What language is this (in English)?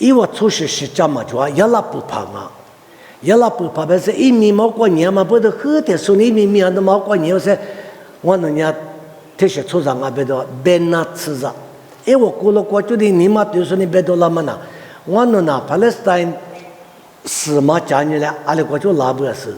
Lisu